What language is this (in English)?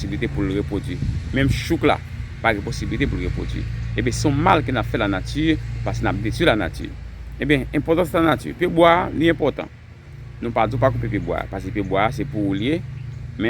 Haitian Creole